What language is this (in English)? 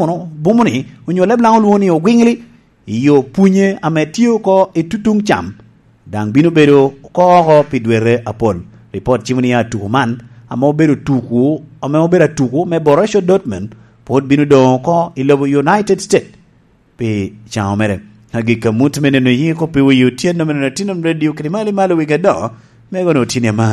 Lango (Uganda)